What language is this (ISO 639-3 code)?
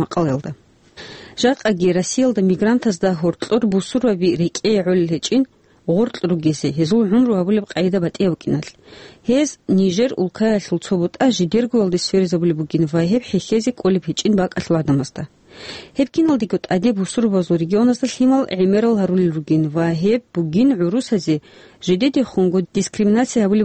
ava